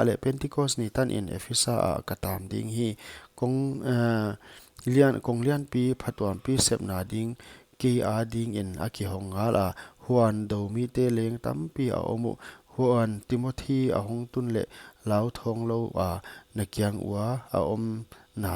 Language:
Paite Chin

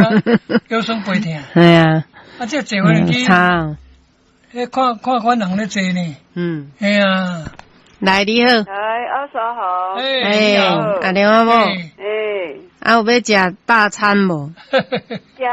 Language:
Min Nan Chinese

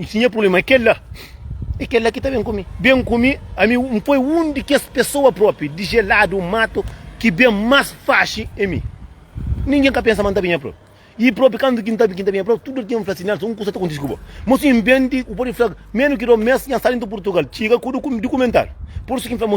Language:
Kabuverdianu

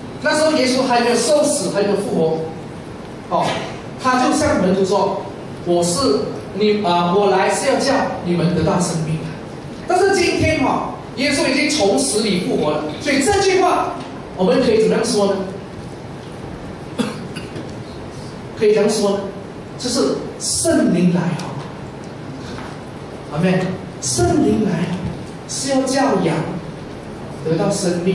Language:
Chinese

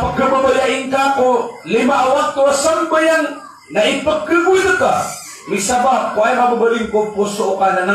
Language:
Maranao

